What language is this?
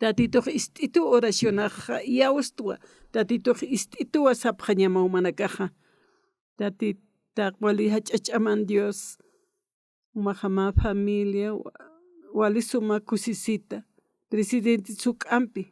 Aymara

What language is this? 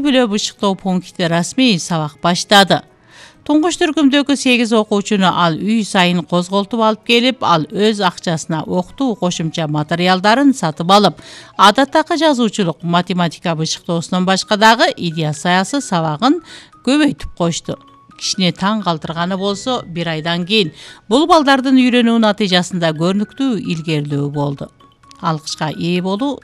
Kyrgyz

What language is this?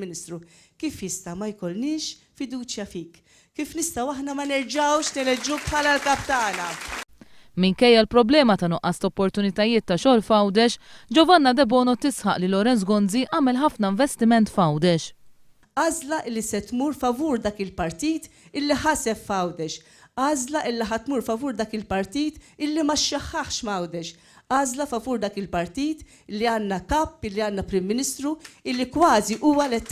Maltese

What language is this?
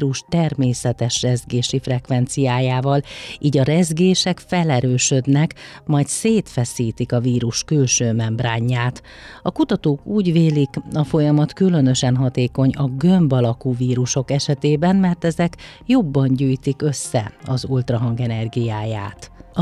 Hungarian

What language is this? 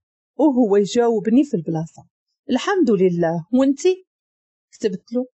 Moroccan Arabic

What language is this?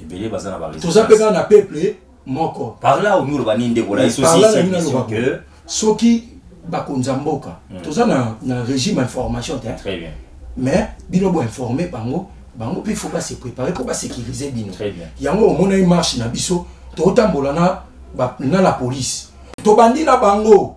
Lingala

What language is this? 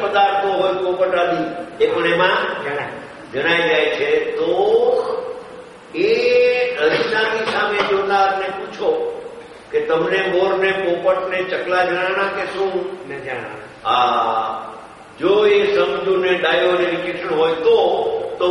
Gujarati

